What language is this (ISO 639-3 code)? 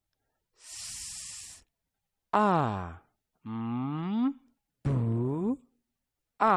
nya